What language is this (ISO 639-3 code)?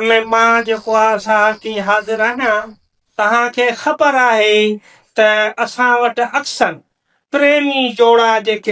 snd